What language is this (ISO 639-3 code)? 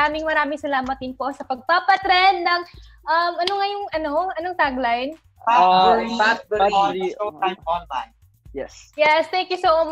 fil